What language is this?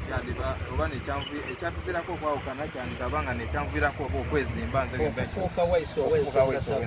Soga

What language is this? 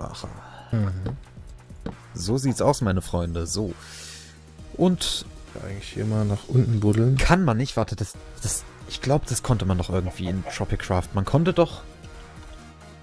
German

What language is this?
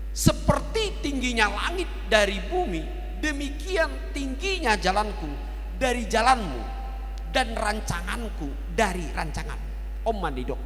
Batak Toba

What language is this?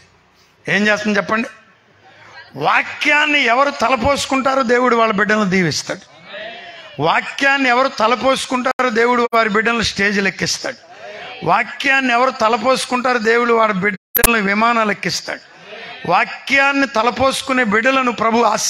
Telugu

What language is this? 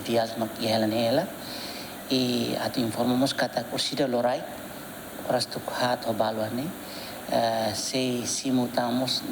Tetum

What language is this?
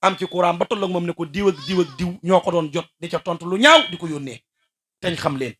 Wolof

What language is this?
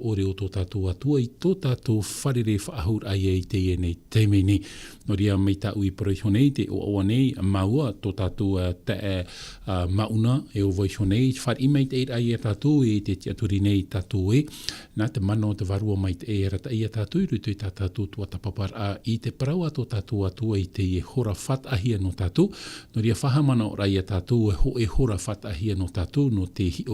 Tahitian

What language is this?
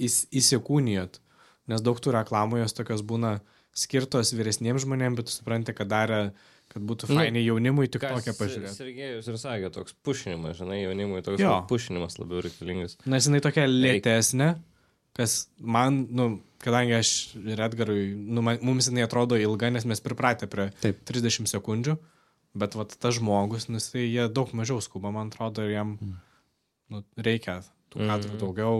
Lithuanian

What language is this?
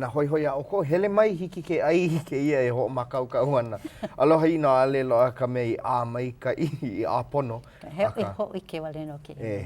Hawaiian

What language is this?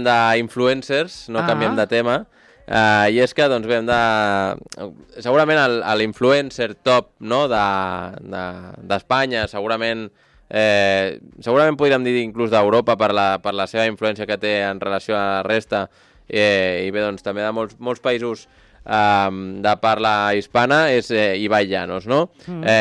Catalan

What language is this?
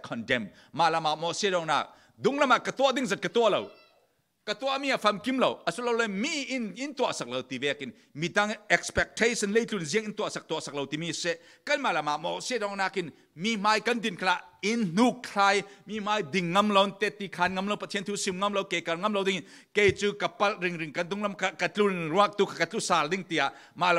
Falam Chin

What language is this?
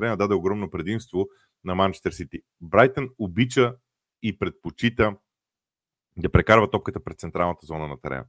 Bulgarian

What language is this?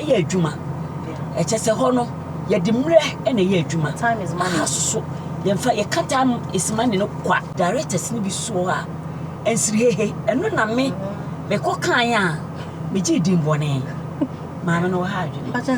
Akan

